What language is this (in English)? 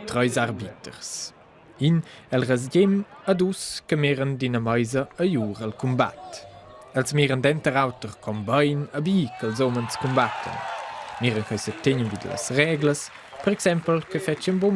Romansh